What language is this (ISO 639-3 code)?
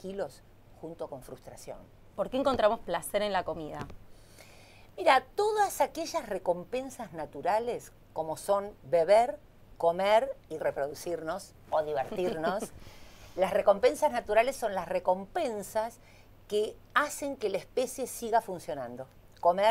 spa